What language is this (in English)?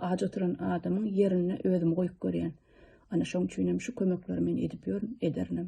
Turkmen